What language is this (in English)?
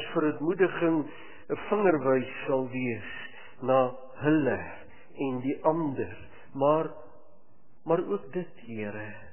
Afrikaans